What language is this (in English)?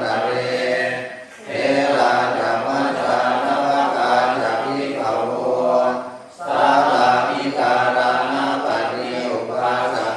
Pali